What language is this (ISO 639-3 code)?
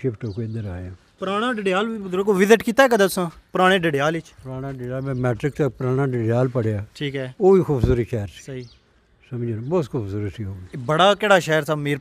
phr